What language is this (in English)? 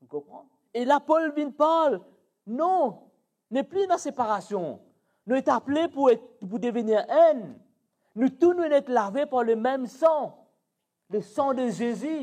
Morisyen